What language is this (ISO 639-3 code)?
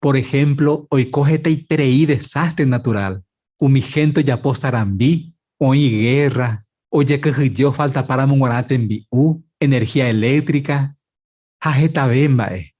grn